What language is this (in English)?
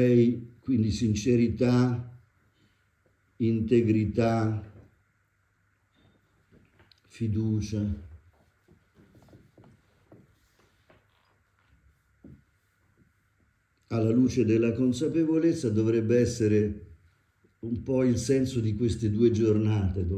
Italian